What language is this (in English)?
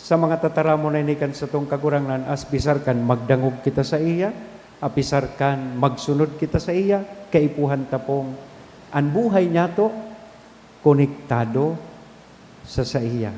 Bikol